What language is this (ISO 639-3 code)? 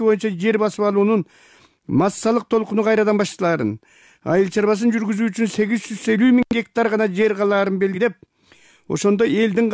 kir